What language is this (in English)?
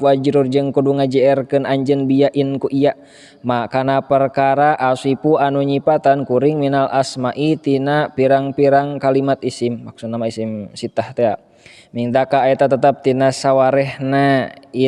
Sundanese